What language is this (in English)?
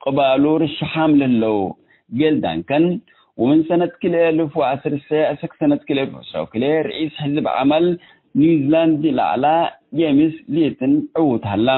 Tigre